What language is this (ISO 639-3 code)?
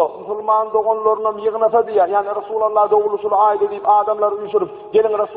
tuk